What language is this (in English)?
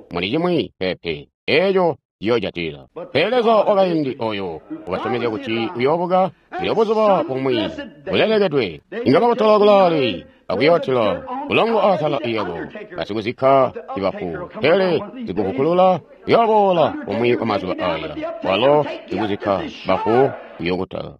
Tonga (Zambia)